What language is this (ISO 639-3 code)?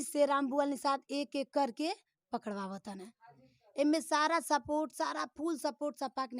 bho